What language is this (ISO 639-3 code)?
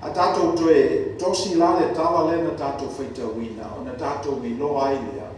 smo